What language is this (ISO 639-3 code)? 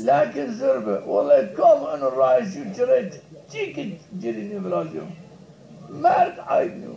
zza